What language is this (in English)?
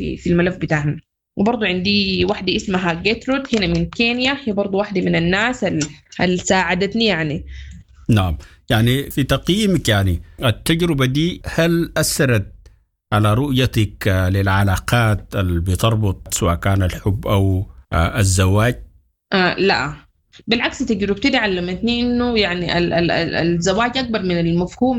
Sudanese Arabic